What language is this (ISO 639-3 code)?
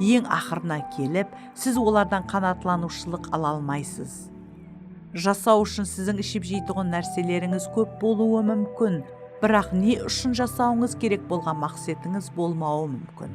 kaa